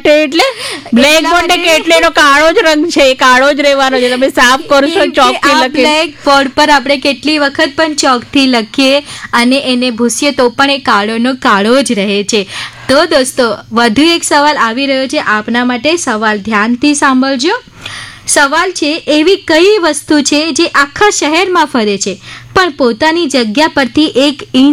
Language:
Gujarati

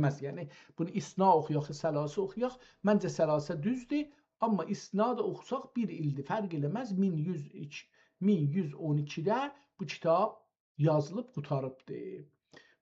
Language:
South Azerbaijani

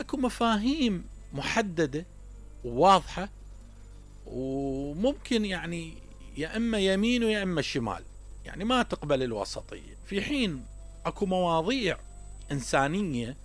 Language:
Mesopotamian Arabic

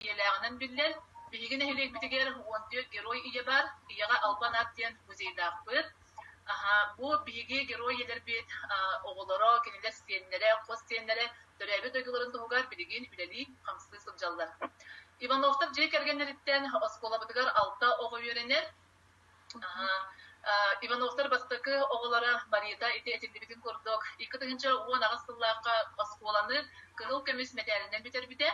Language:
Yakut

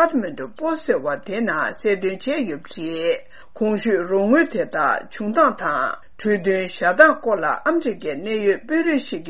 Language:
Tibetan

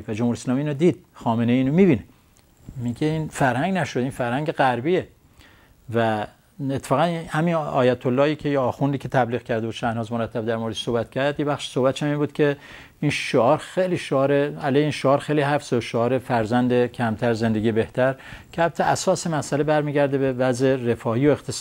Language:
Persian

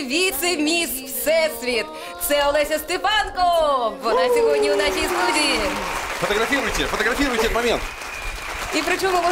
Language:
Ukrainian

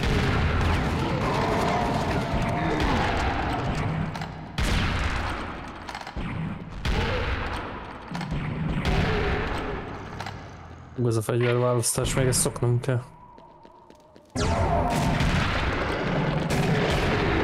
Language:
Hungarian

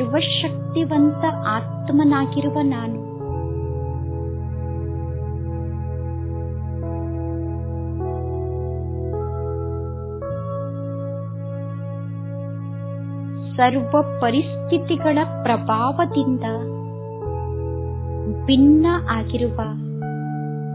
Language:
Kannada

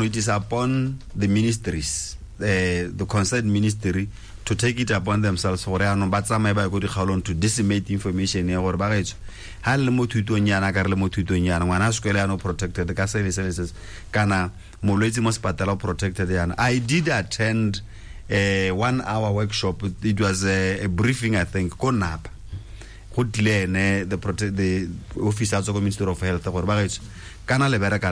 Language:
Tswana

